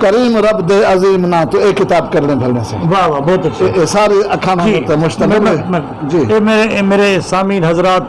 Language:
Saraiki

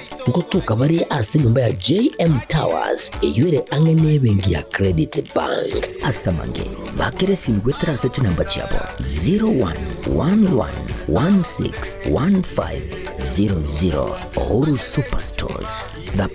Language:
Gusii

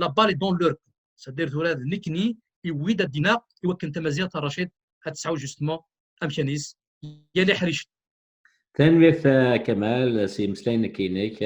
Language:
Kabyle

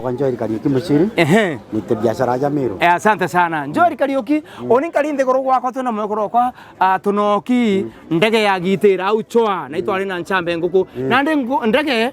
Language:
Meru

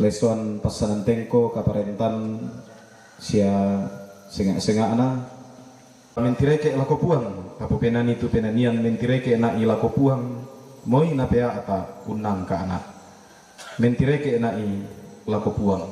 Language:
Toraja-Sa'dan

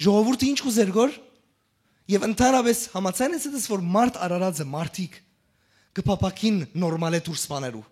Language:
Western Armenian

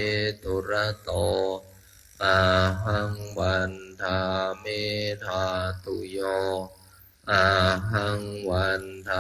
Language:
Pali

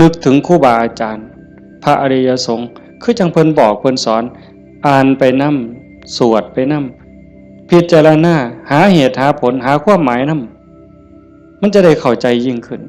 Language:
Northeastern Thai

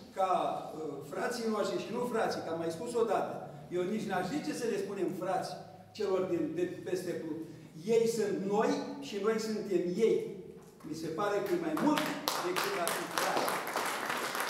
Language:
Romanian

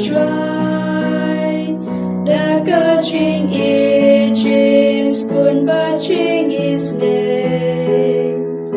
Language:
Khasi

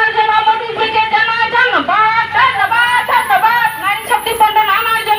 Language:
Riang (India)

